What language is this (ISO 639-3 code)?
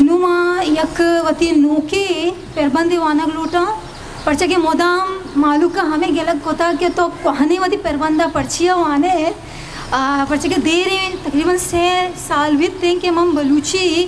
bgp